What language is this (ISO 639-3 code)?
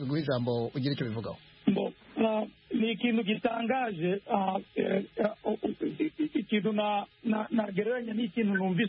kin